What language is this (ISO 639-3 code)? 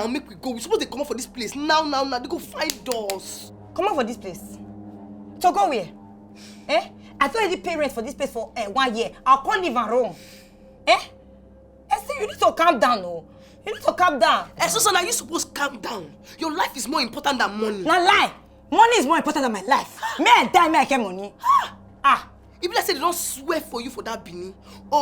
pcm